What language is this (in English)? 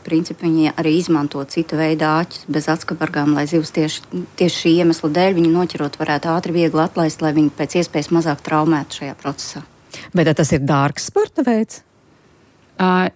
Latvian